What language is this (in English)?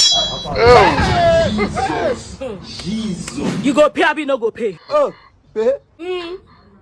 Nigerian Pidgin